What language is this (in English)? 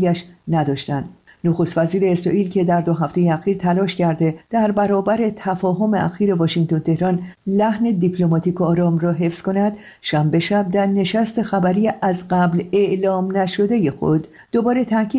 Persian